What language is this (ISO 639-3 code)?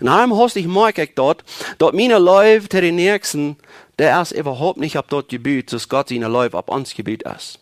pdt